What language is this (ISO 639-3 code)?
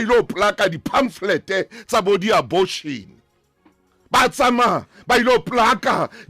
sot